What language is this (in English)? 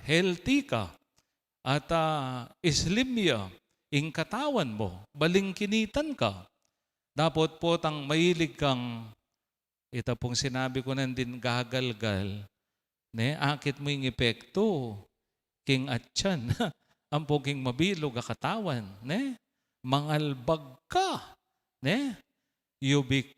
Pampanga